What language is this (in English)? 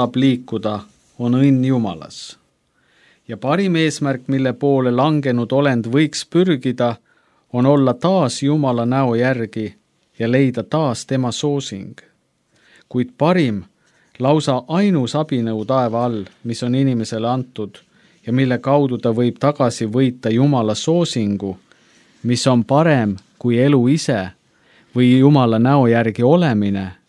Estonian